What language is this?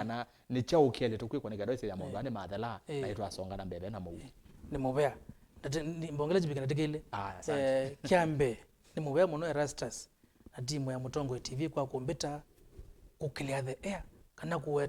Kamba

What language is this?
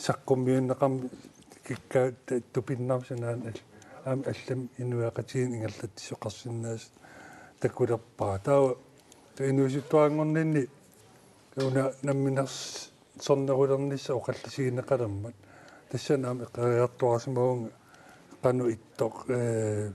Kalaallisut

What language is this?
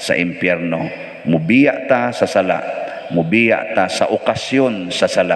Cebuano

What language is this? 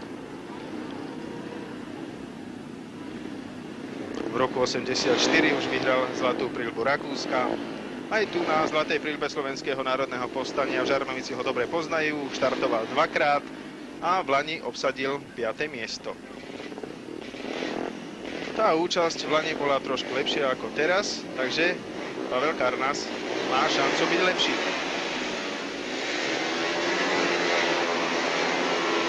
Slovak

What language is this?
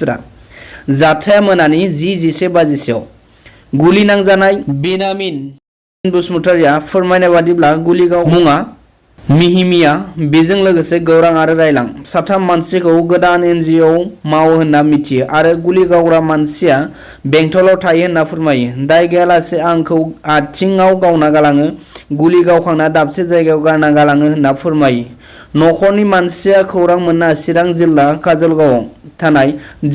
Bodo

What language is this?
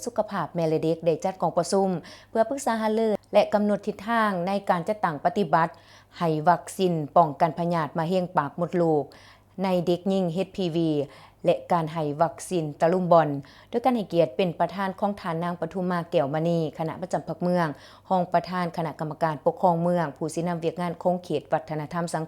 Lao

